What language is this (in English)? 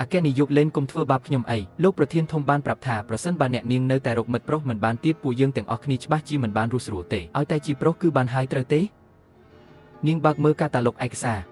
Khmer